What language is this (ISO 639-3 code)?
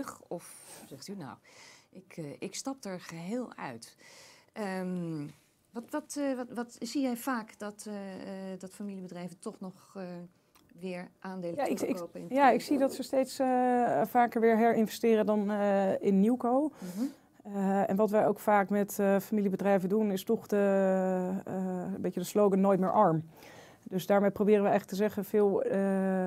nld